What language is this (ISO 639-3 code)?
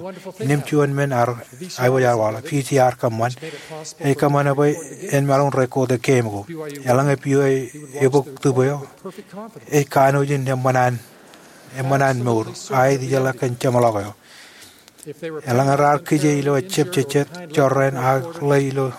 mah